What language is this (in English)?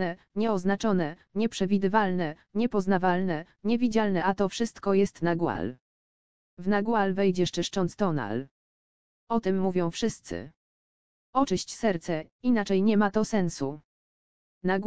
Polish